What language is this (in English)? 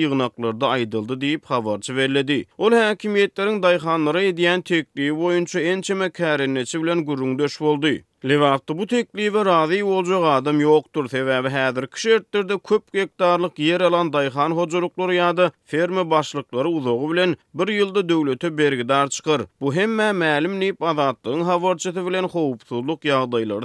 Turkmen